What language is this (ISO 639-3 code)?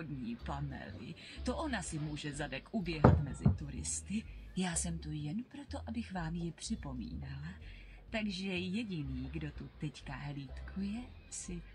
ces